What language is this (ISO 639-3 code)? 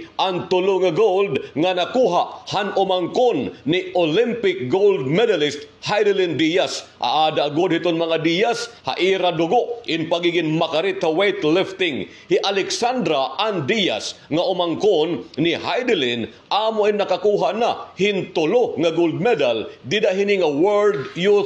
war